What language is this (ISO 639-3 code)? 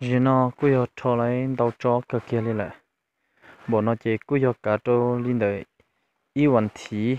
hmn